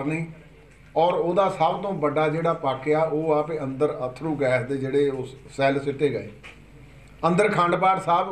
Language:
Punjabi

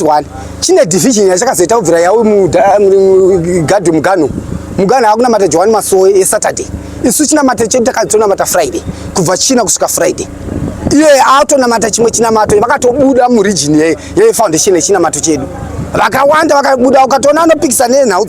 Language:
Shona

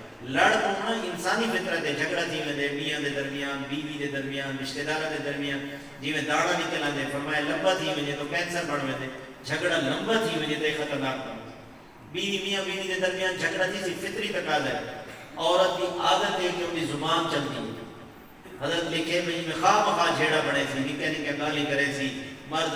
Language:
Saraiki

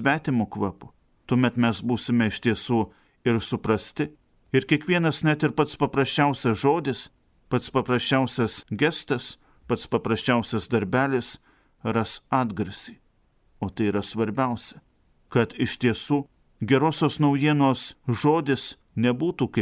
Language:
Lithuanian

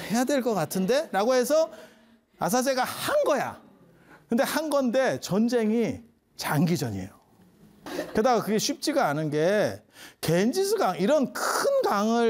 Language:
Korean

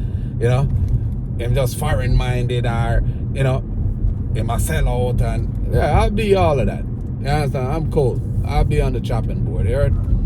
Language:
Jamaican Creole English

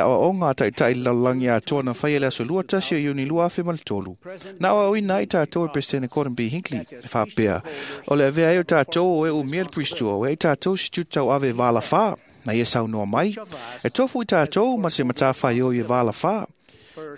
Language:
Samoan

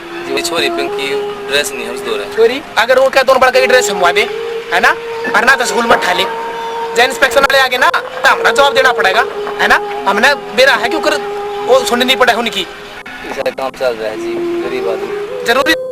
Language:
Haryanvi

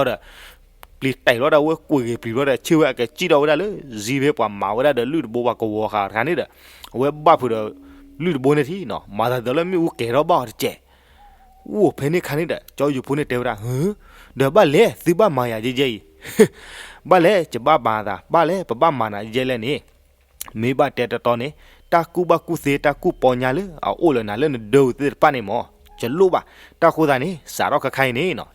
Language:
S'gaw Karen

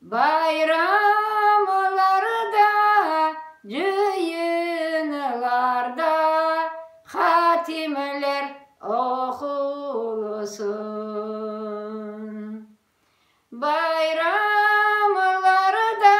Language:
Crimean Tatar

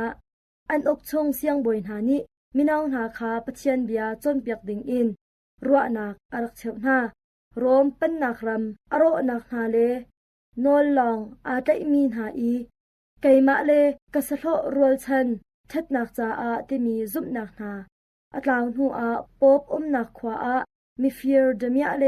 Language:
Hakha Chin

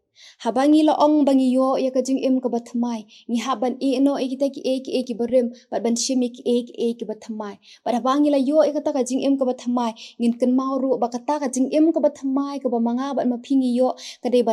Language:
Khasi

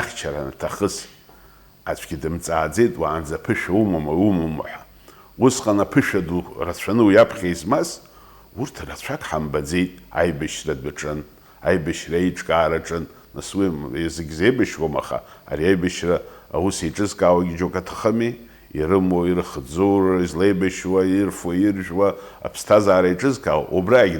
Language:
Abkhazian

